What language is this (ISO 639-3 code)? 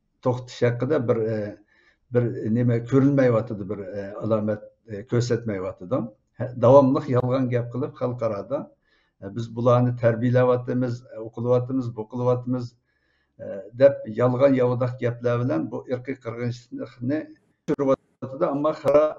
uig